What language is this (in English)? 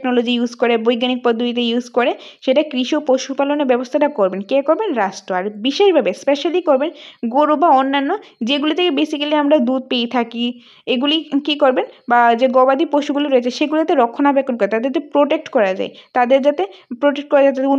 Bangla